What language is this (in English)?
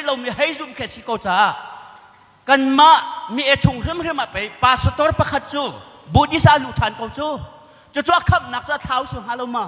Hakha Chin